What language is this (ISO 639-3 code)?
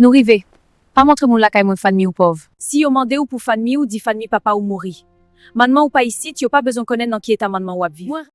hat